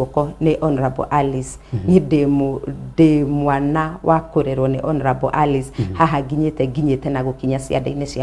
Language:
Kikuyu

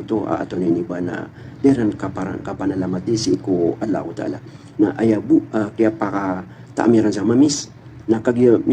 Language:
Maranao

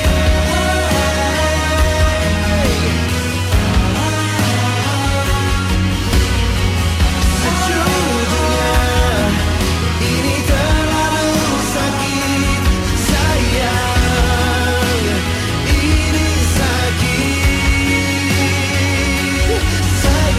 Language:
Indonesian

